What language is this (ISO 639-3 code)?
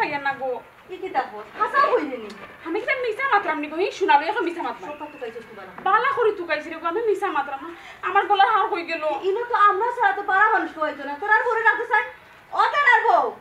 syl